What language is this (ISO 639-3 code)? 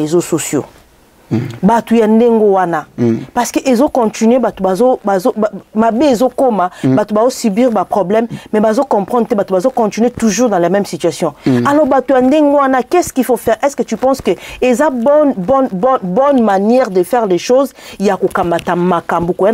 lin